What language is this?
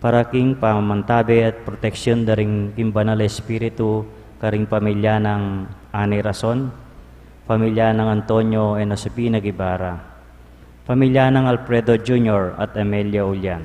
Pampanga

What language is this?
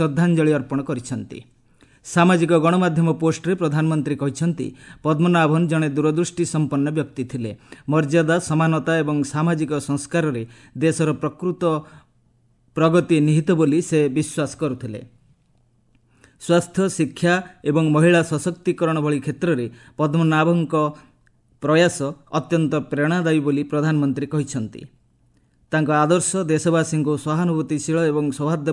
Odia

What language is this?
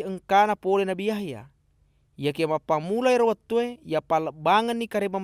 Buginese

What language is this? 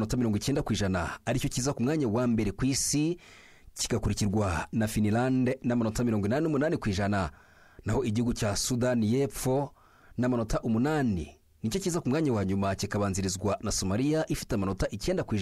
Kinyarwanda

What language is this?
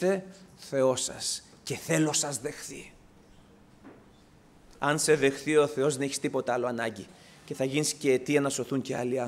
Greek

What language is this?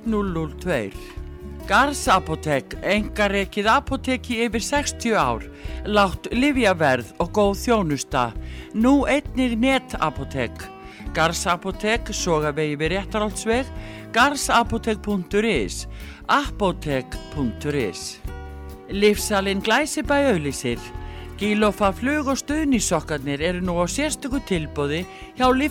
Icelandic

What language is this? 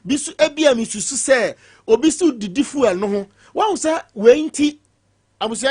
Akan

